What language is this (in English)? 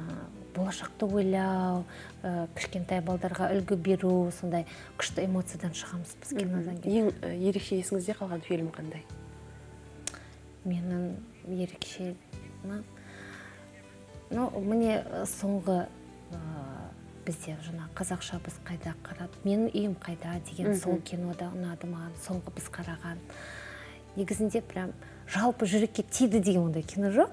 Kazakh